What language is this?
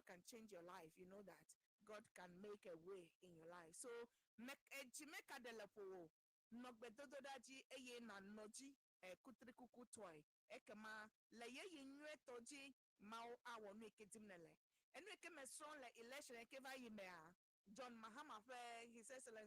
Ewe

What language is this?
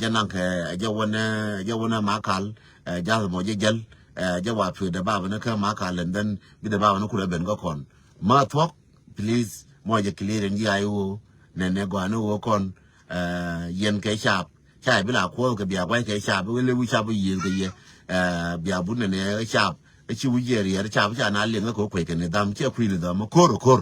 Nuer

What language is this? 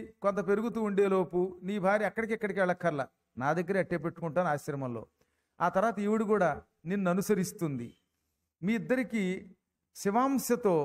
Telugu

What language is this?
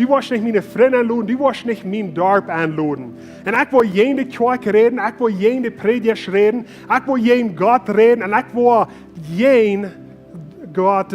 Plautdietsch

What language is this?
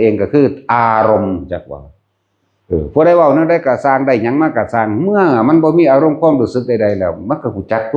Northeastern Thai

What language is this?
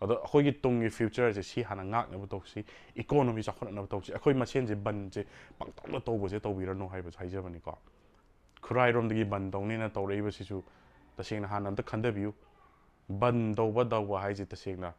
Manipuri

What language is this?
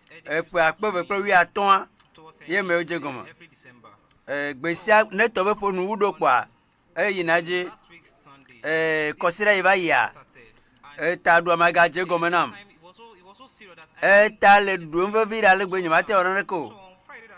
Ewe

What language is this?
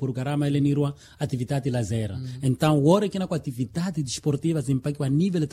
Makhuwa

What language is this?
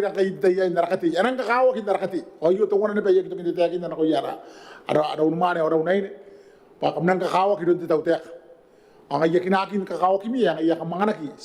Gilbertese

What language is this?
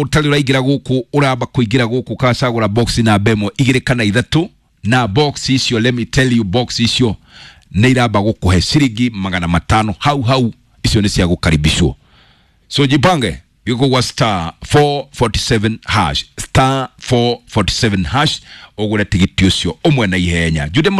Kikuyu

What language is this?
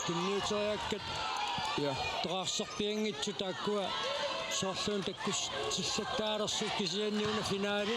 Kalaallisut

